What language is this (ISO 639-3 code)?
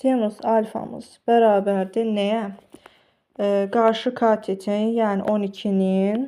aze